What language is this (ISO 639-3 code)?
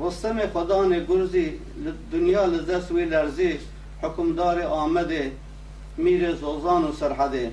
kur